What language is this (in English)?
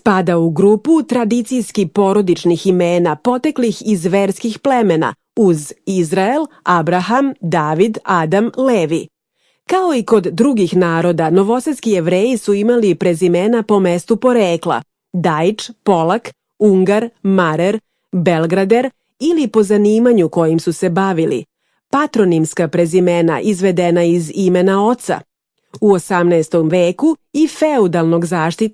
Serbian